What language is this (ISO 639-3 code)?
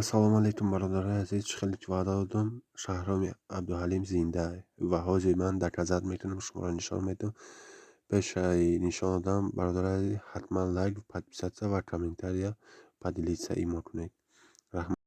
tgk